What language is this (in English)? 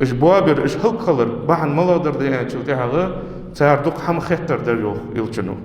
Ingush